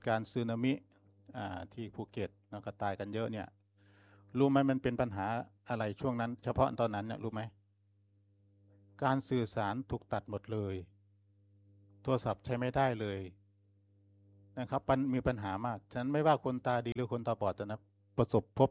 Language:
Thai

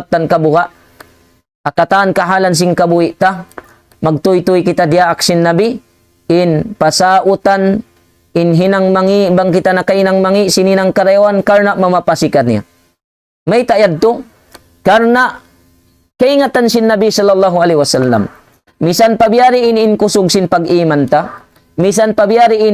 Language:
Tausug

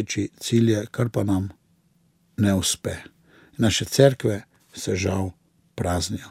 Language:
Slovenian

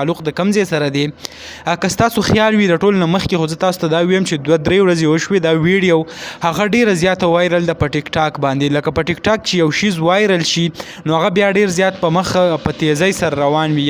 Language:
Pashto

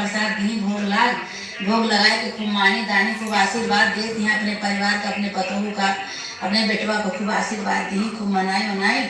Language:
Awadhi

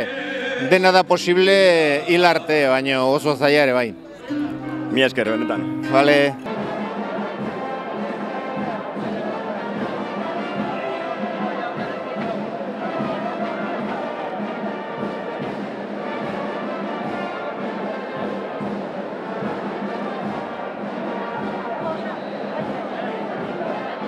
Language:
Basque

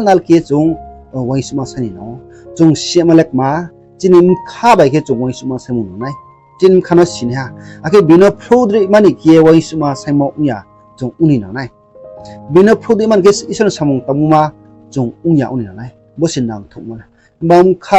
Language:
Riang (India)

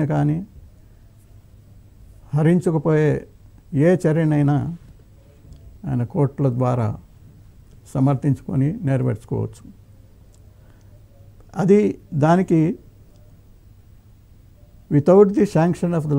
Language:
Telugu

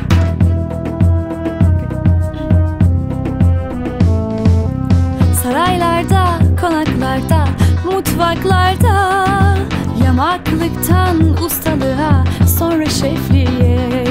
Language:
Turkish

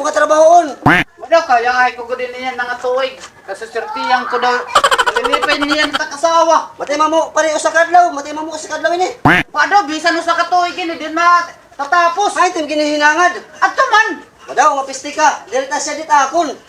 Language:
Waray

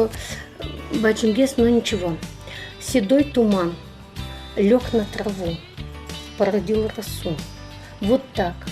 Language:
Udmurt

